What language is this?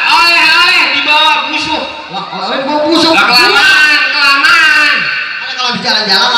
Betawi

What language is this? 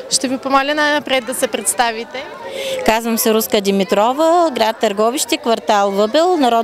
Bulgarian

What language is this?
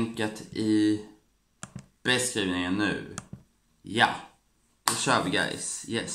Swedish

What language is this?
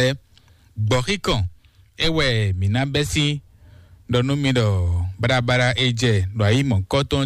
Fon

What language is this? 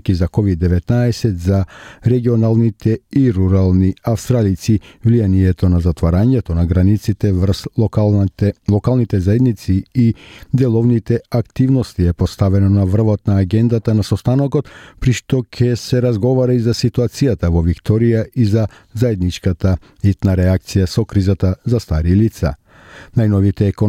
Macedonian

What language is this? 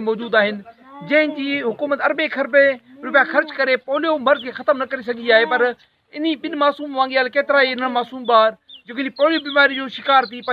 Sindhi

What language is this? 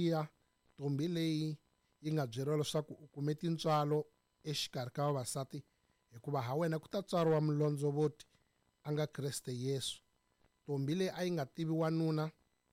Tsonga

